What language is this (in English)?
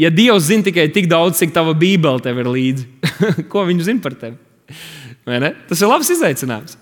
Latvian